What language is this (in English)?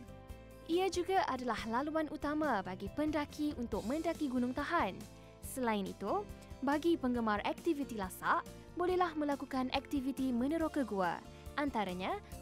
Malay